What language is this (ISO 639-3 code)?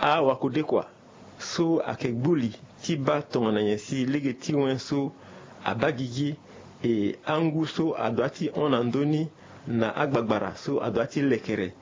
sag